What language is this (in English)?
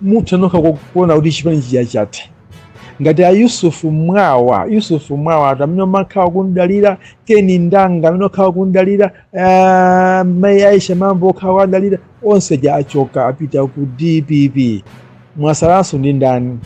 Nyanja